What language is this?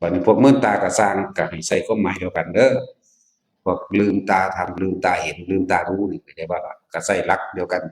Northeastern Thai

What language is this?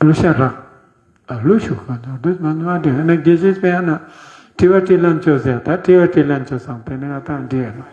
Ladakhi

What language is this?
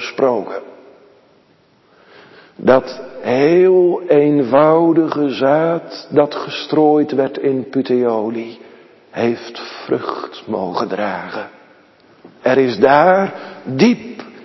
Dutch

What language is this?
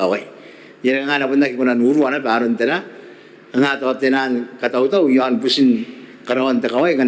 Gilbertese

